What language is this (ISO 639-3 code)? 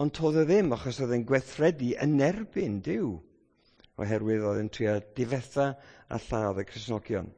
cym